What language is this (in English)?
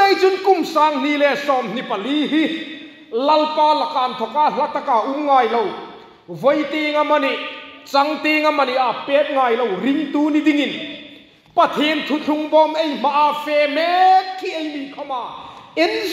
Hmar